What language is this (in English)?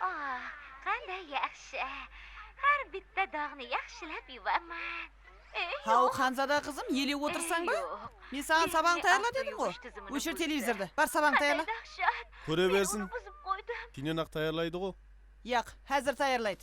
Kara-Kalpak